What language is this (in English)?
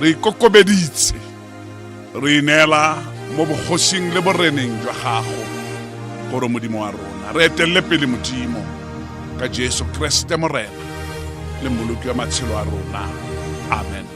Tswana